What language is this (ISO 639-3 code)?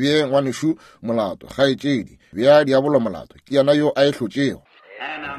nso